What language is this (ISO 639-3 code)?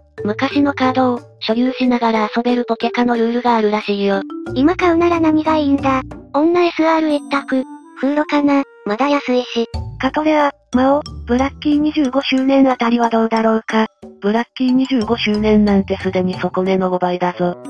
jpn